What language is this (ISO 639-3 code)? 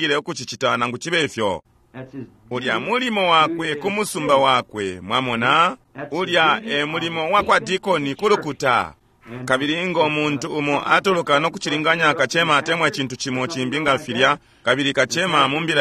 bem